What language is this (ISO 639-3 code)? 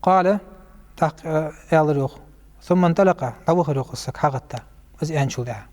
inh